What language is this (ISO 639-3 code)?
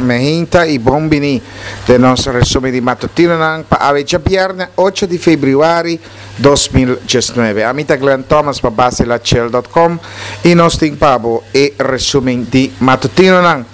pap